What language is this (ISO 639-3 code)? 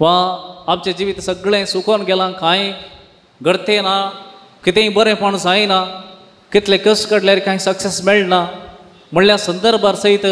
kok